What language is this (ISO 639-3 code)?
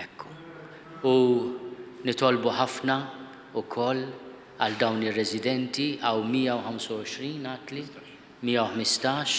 mlt